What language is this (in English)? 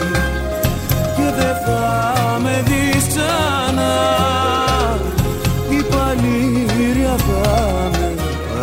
Greek